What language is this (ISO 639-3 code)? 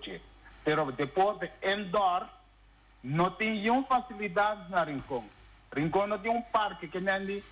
pap